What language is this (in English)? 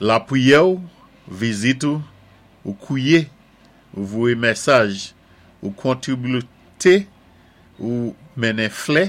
Saint Lucian Creole French